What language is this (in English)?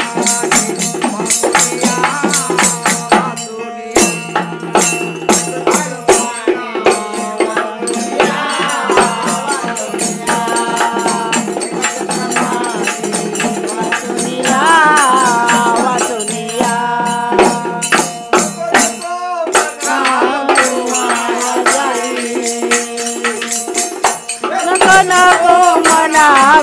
Marathi